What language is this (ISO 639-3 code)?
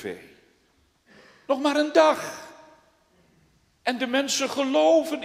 nld